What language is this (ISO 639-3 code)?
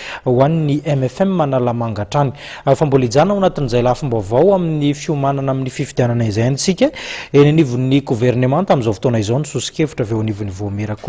mlg